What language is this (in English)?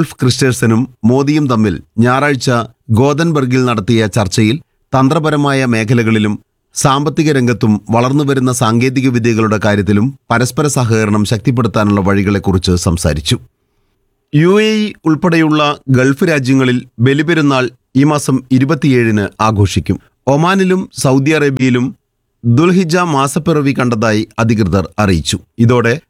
Malayalam